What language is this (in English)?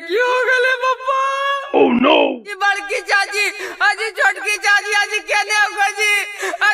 Magahi